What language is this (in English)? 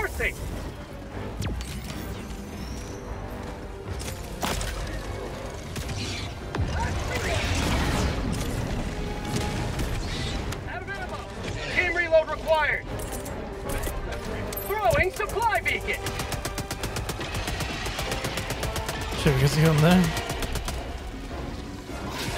Swedish